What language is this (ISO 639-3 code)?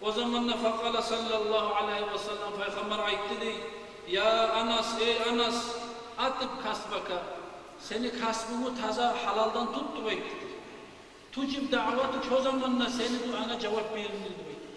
kum